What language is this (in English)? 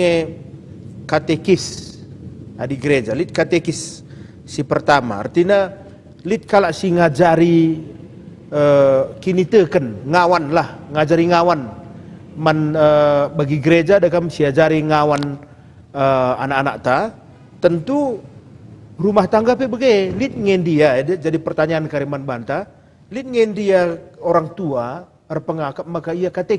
Batak Karo